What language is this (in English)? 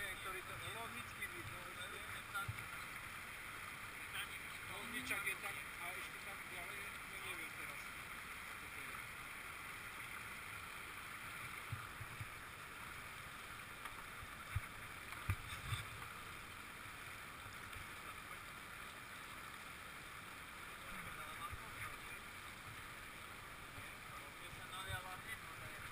Slovak